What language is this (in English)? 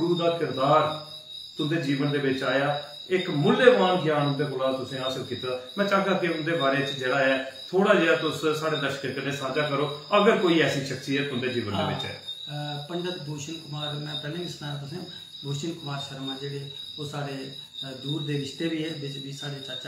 Dogri